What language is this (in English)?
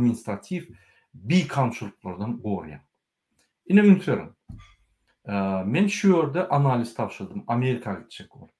Turkmen